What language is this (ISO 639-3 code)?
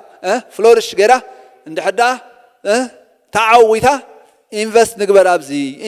tir